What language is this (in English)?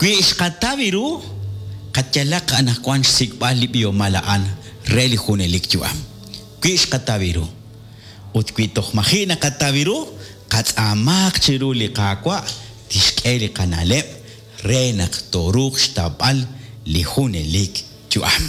Kekchí